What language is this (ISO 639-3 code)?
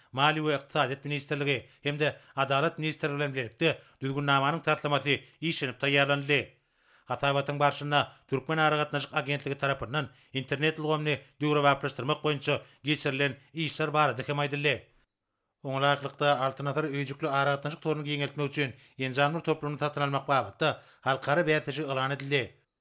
tuk